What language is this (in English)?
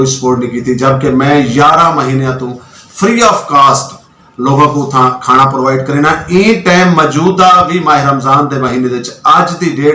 Saraiki